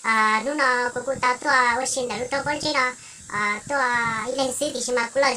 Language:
Hmong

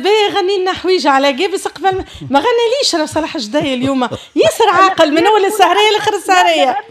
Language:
Tunisian Arabic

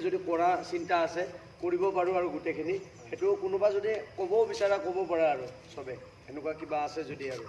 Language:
Assamese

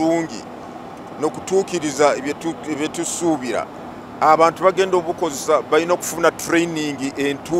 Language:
Nyankole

